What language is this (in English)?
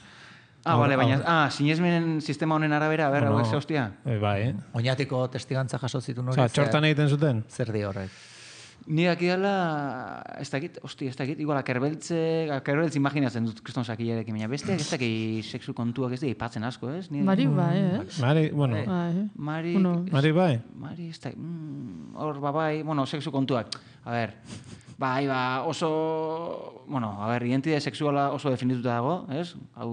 Basque